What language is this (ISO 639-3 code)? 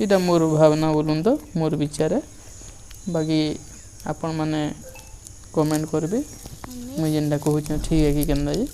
spv